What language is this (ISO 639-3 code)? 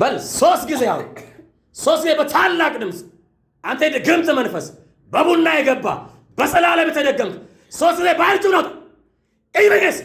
amh